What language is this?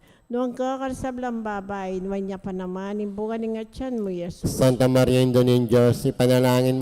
Pampanga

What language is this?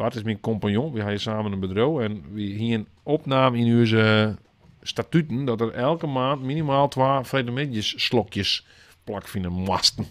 Western Frisian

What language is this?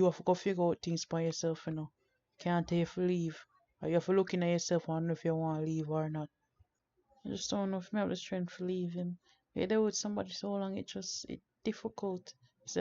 Jamaican Creole English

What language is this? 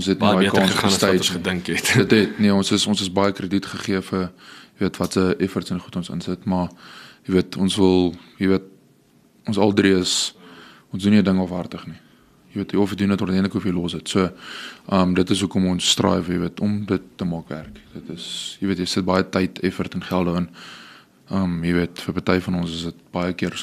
Afrikaans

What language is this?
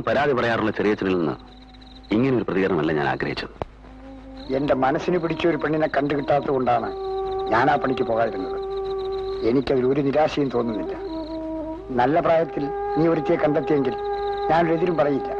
Malayalam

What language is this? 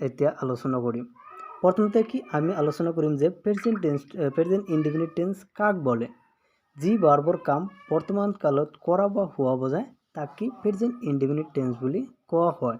Assamese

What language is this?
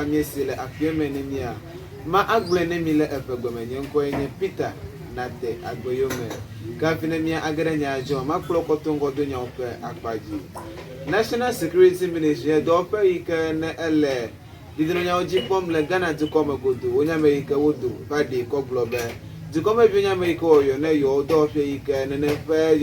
Ewe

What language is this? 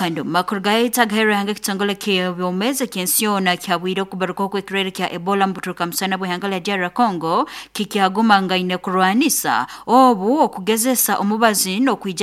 Nyoro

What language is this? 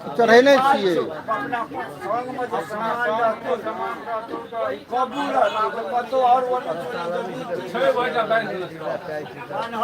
Maithili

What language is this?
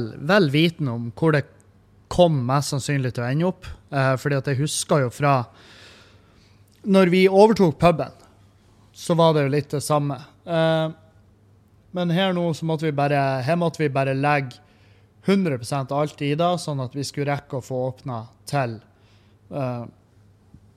Norwegian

